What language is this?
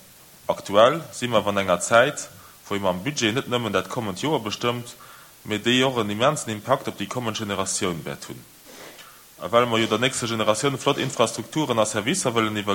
Luxembourgish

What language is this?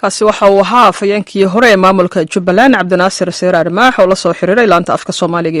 Somali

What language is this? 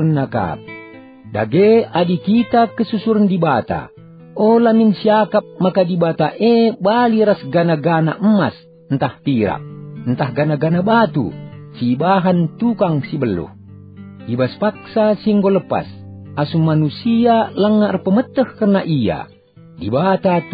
Batak Karo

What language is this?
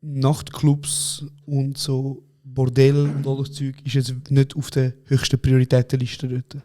Swiss German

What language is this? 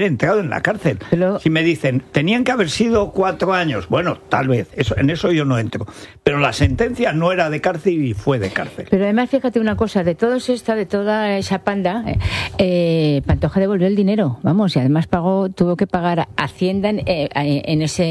Spanish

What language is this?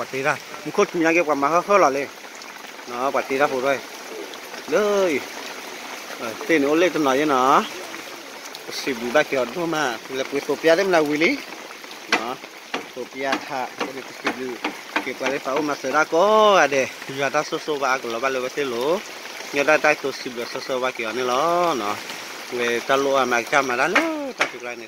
S'gaw Karen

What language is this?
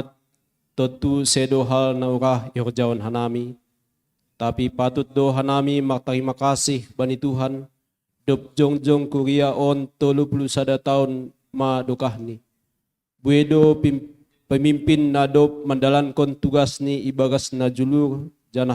Batak Simalungun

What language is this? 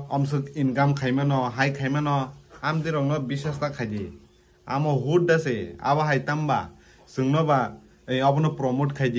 Kok Borok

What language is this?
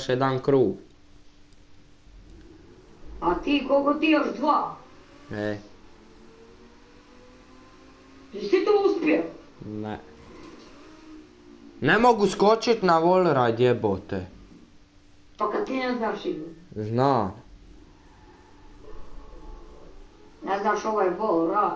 Croatian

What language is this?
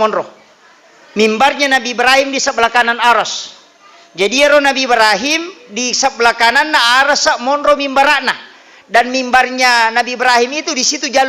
Buginese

